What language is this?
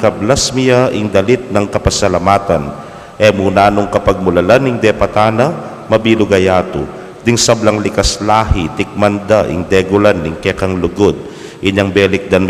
Pampanga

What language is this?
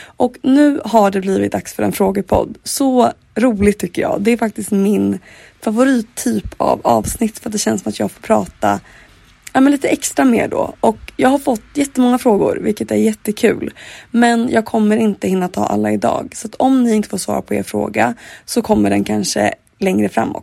Swedish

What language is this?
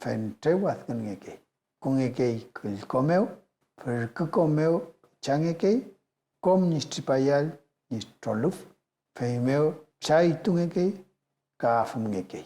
Mapuche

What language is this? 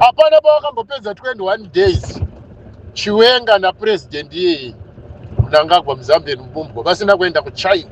Shona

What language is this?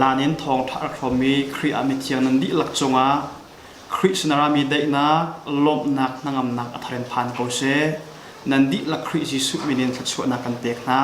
Hakha Chin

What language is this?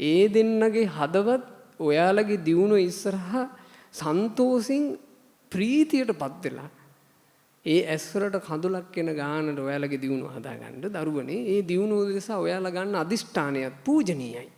Sinhala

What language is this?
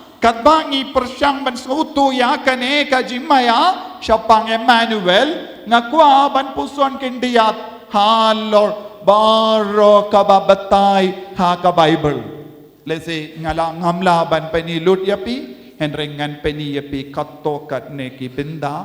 Khasi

